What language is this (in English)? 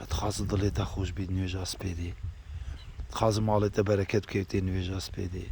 Kurdish